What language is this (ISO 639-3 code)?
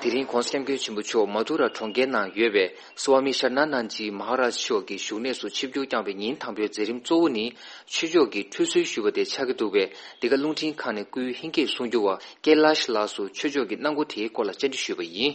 bod